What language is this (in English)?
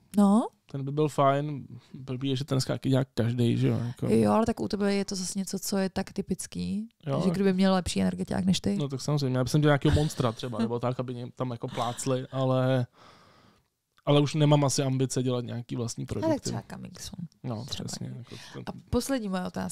Czech